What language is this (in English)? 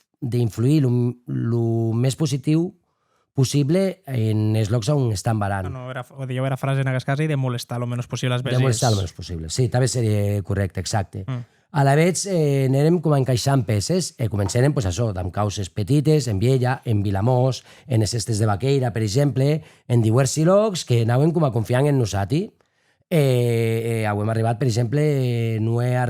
Occitan